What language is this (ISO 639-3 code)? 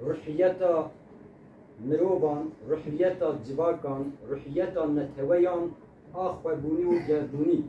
kur